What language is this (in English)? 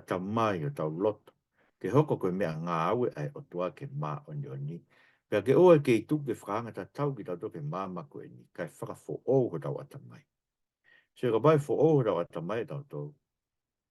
Tongan